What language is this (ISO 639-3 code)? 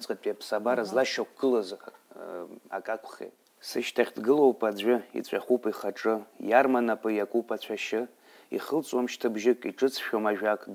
abk